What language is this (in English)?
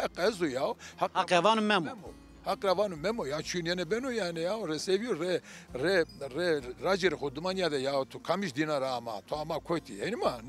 Zaza